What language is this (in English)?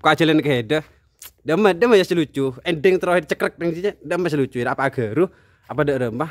Madurese